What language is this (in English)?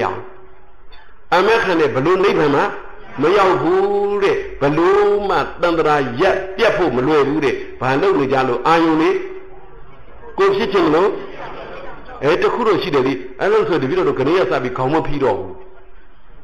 Burmese